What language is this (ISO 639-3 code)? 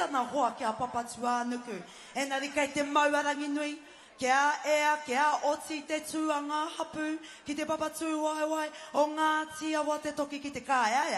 mri